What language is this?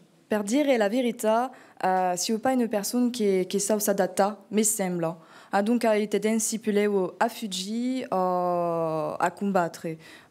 Occitan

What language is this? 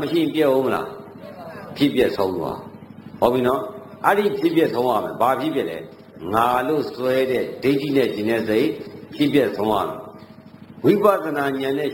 Burmese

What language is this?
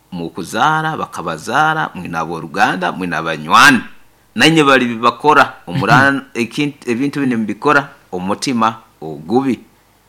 Nyoro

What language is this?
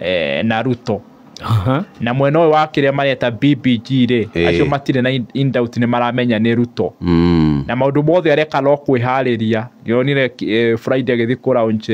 Kikuyu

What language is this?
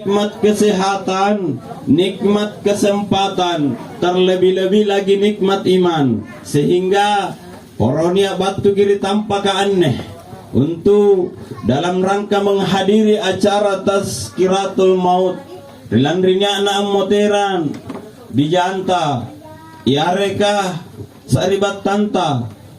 Makasar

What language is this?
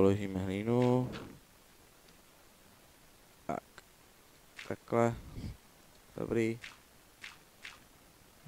Czech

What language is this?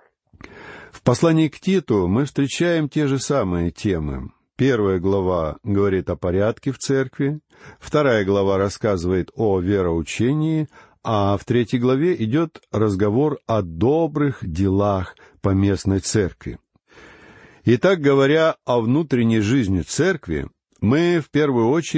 Russian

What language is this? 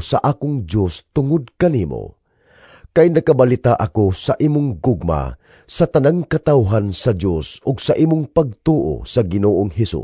Cebuano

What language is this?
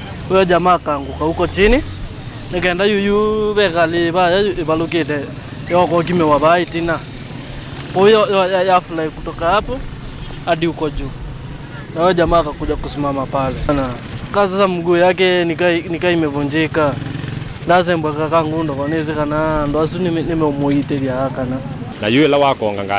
Kamba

